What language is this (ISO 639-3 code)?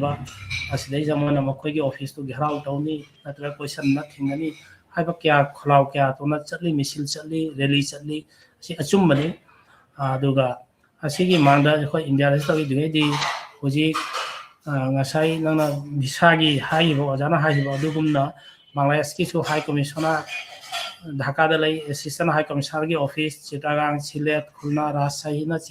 mni